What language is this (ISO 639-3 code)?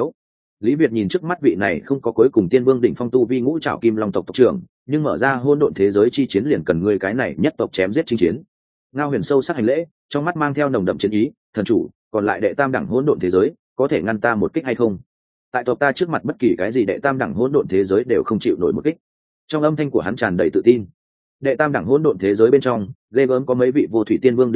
vie